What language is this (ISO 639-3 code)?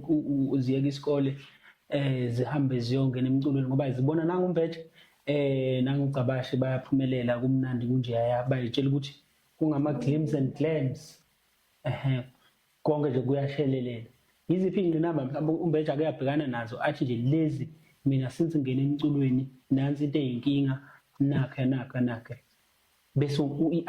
zul